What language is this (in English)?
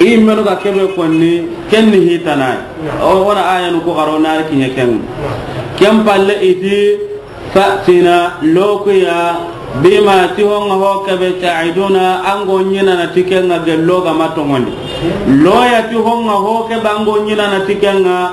Soninke